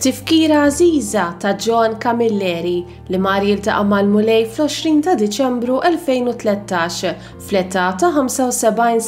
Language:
Maltese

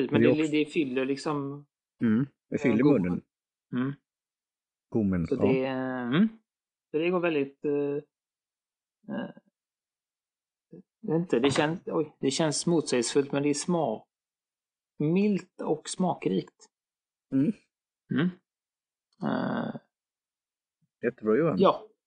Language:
Swedish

